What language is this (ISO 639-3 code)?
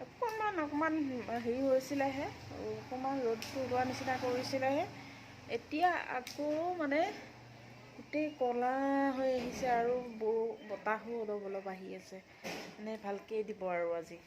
asm